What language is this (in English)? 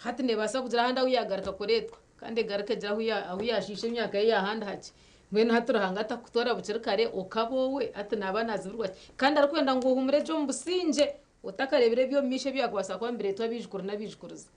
Nyankole